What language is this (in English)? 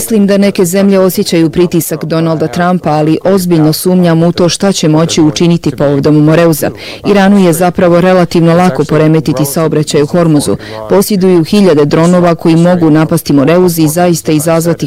Bosnian